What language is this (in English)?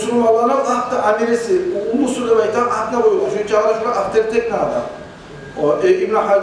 Kumyk